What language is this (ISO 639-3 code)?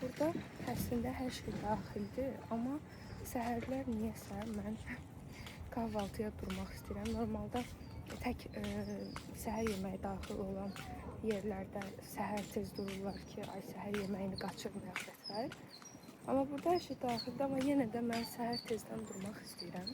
aze